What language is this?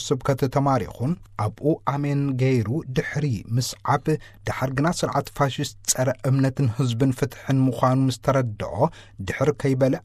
Tigrinya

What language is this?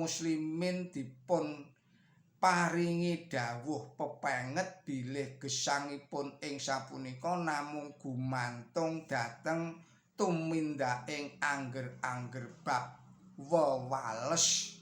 Javanese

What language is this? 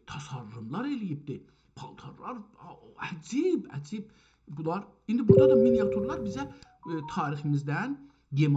South Azerbaijani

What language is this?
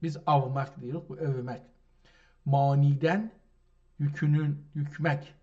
South Azerbaijani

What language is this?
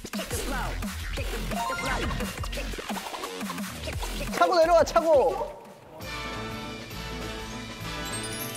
Korean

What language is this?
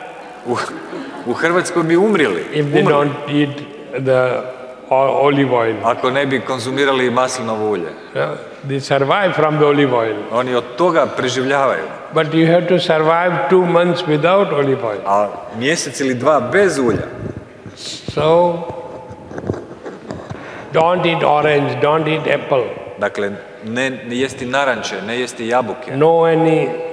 Croatian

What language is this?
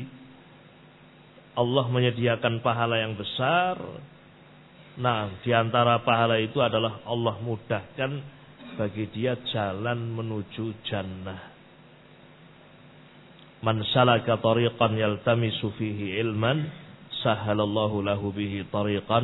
Indonesian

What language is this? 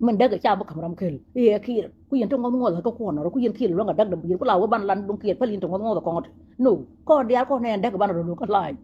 Nuer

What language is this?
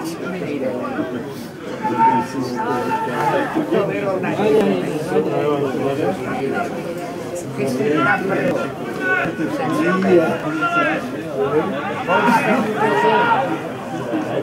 Czech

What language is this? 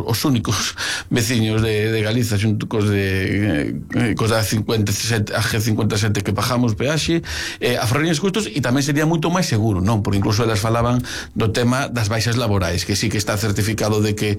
Galician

